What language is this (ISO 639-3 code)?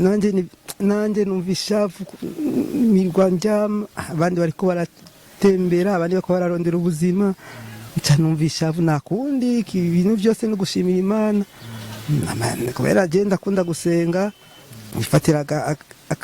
run